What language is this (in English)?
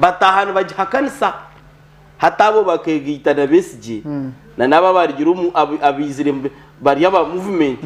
Nyankole